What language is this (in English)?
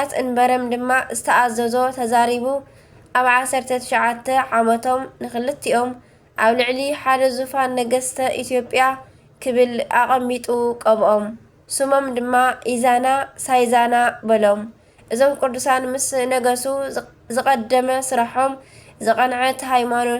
Tigrinya